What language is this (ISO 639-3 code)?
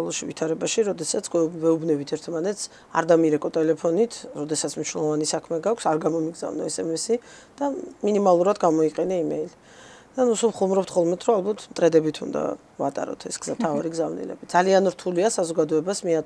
kat